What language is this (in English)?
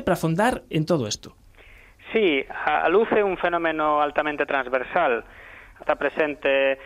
Galician